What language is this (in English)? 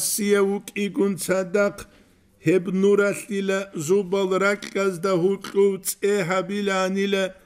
Avaric